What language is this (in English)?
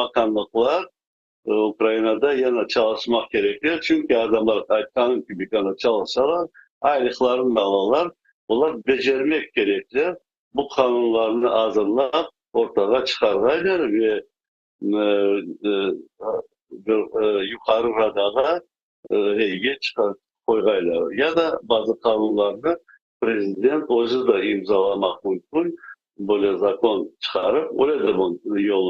Crimean Tatar